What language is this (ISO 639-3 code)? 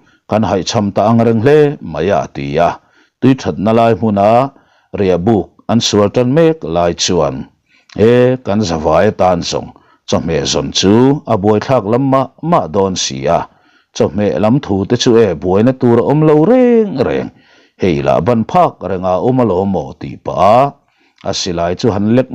lus